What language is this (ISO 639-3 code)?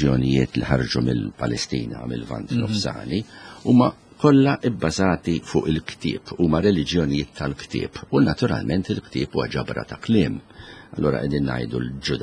mlt